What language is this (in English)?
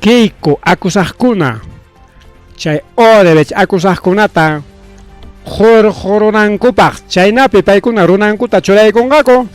Ayacucho Quechua